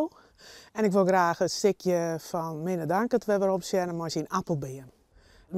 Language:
Western Frisian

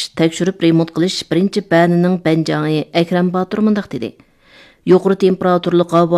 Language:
Uyghur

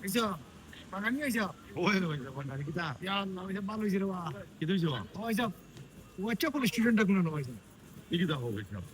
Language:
Sylheti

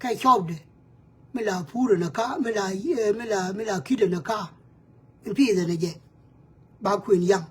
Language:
Nuer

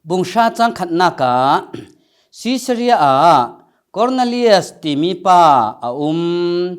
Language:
Falam Chin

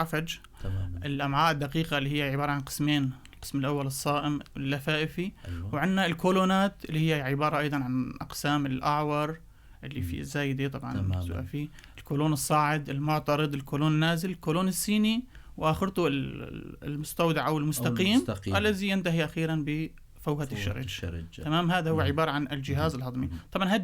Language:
North Levantine Arabic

